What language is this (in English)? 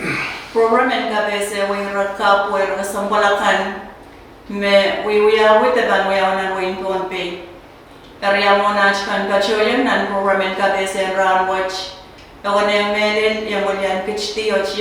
Pohnpeian